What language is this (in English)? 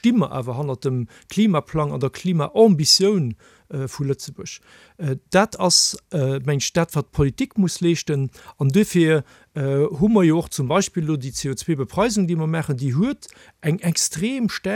Luxembourgish